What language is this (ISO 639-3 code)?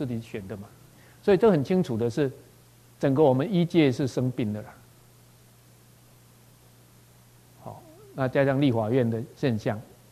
zho